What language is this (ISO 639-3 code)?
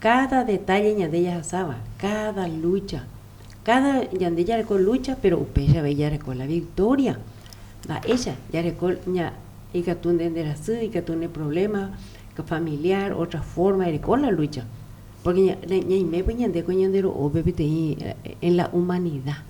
grn